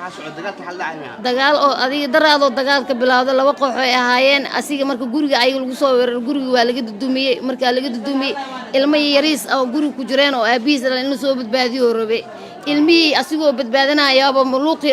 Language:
Somali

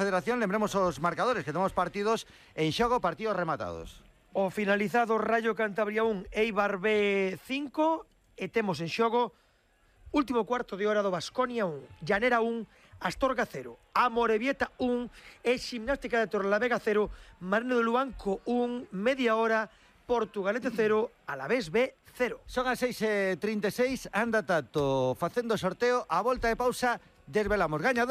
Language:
Galician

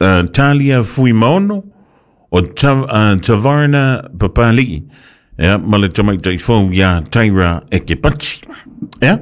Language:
Samoan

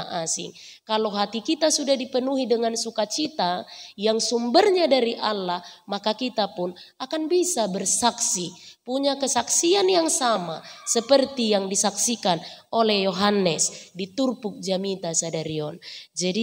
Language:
Batak Toba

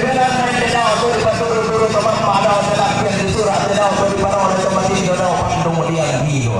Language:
Toraja-Sa'dan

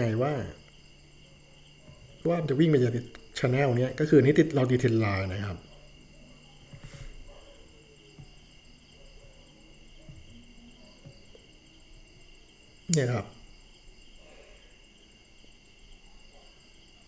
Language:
Thai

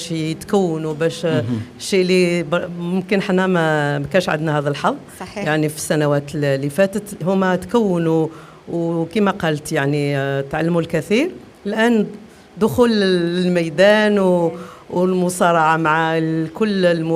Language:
Algerian Arabic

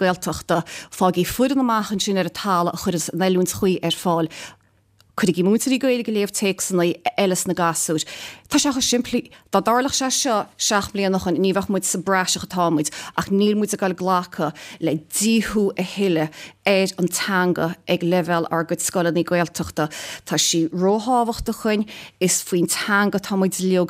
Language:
Irish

